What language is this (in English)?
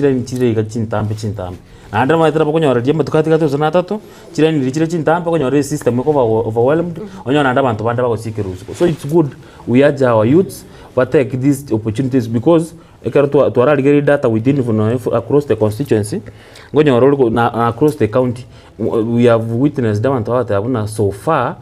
Gusii